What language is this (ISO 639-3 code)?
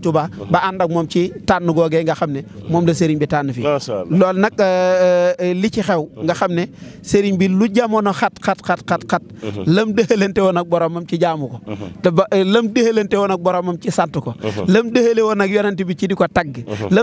wol